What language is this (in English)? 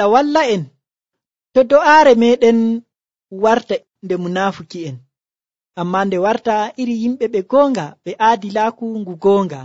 Nigerian Fulfulde